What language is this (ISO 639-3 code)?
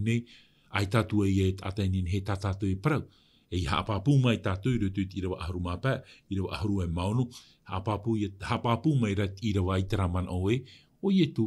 tah